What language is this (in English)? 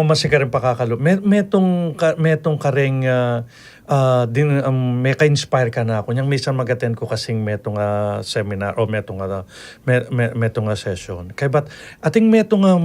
Pampanga